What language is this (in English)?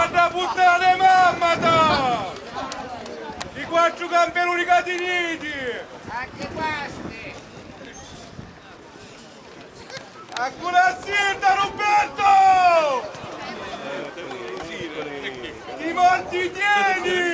Italian